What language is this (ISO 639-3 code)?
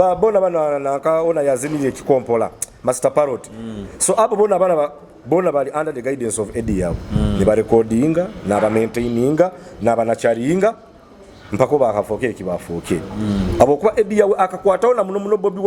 nyo